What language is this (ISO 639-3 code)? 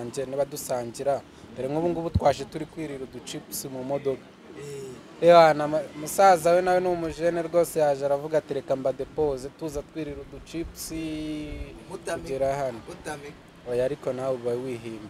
kin